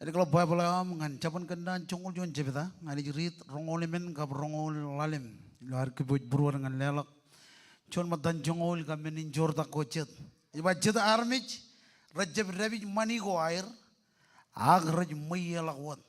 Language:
Marshallese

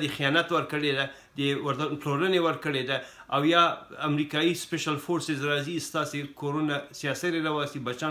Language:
Pashto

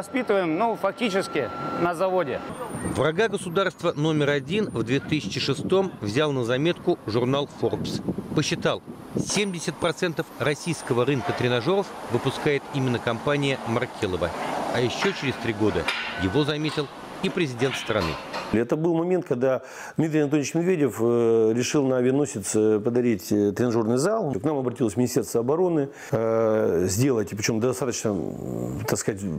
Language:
Russian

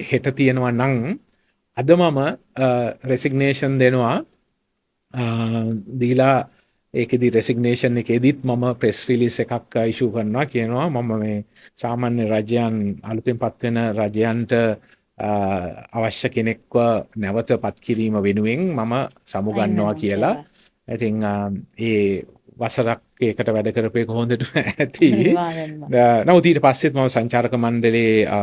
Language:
Sinhala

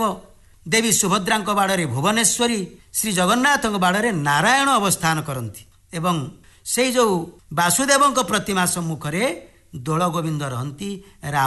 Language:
Odia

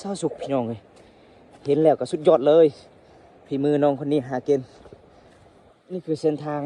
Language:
Lao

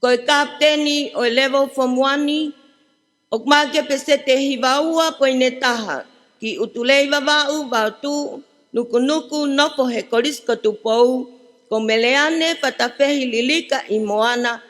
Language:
Tongan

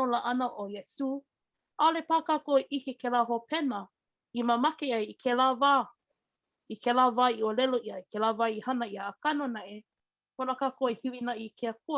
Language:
Hawaiian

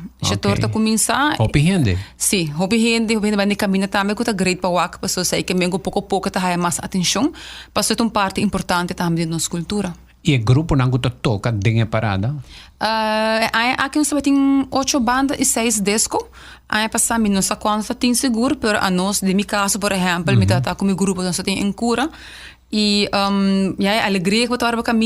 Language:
Papiamento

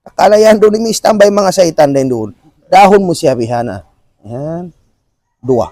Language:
Tausug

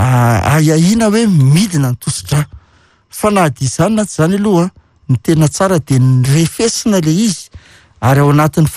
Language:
Malagasy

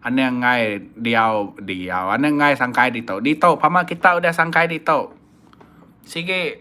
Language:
Iban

